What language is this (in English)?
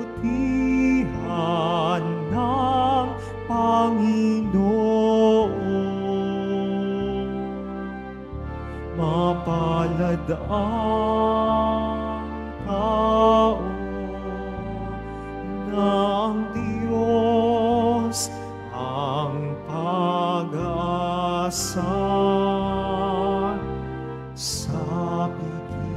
Filipino